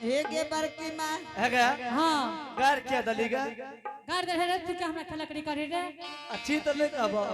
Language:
Angika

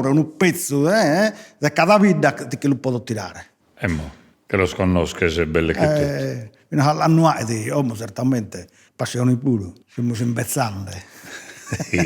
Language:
Sardinian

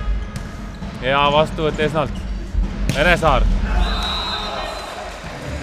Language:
Estonian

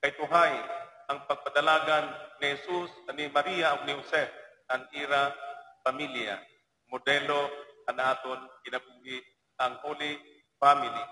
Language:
Waray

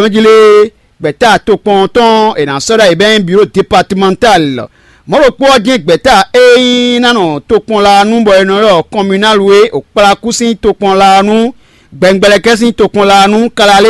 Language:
Fon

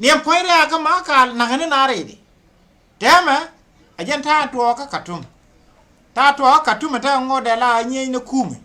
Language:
Nuer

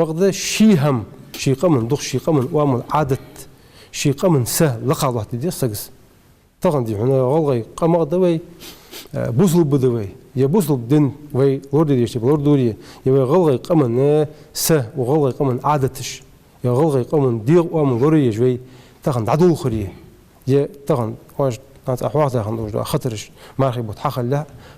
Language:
Ingush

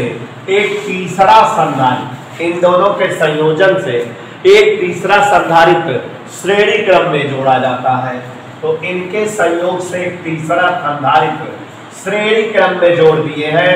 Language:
Hindi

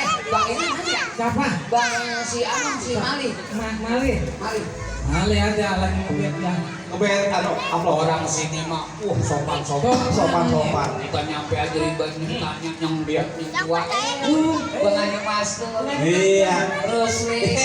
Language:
Betawi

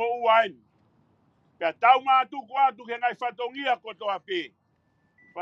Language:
Tongan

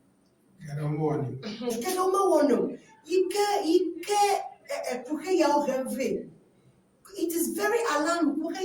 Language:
Ewe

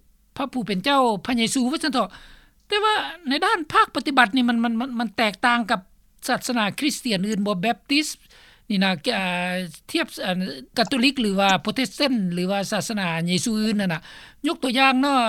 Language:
Lao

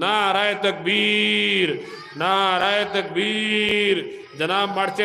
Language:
Sylheti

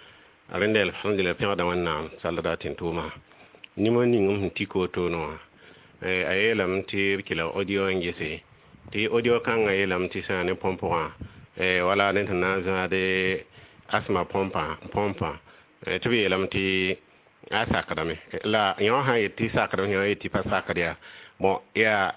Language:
Mossi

